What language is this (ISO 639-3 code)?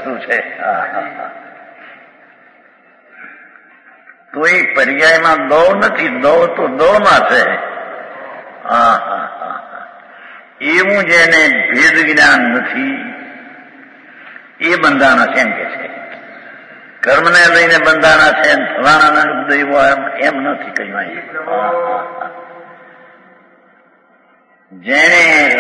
guj